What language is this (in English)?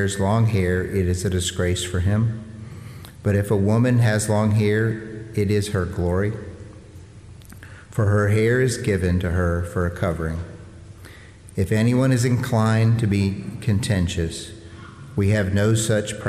English